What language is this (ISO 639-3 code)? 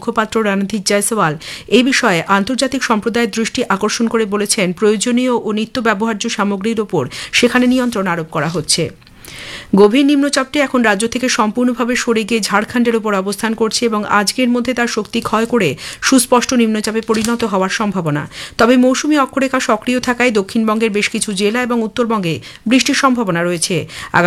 ben